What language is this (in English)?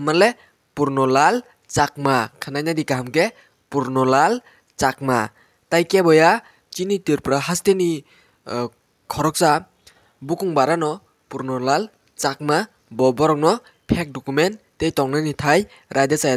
Kok Borok